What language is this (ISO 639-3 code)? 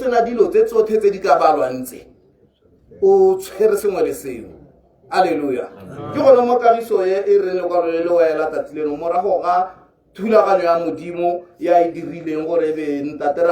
tsn